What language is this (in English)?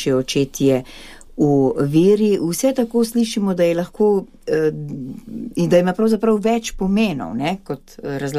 Slovenian